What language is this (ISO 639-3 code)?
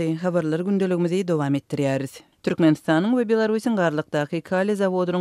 tuk